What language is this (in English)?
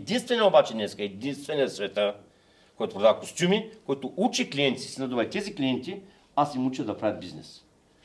Bulgarian